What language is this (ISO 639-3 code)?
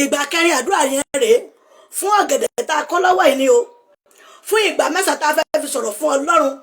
yor